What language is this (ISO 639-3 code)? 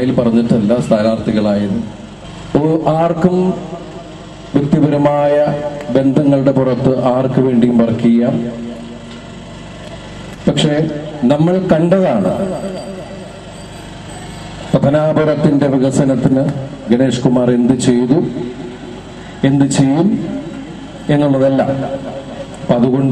mal